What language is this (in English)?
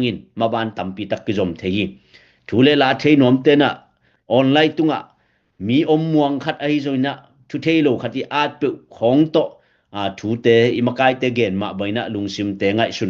Tedim Chin